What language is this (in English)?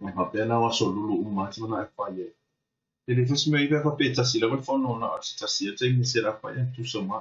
Samoan